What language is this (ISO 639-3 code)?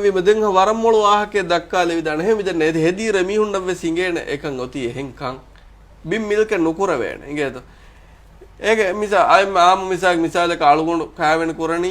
div